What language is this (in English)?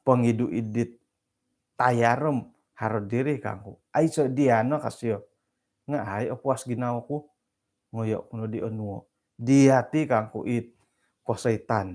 Central Dusun